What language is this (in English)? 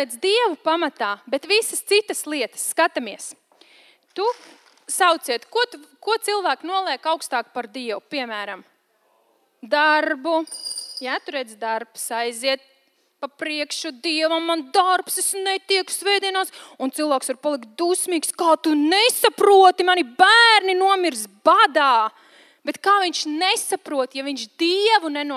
Latvian